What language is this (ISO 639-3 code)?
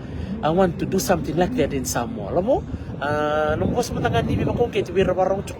fij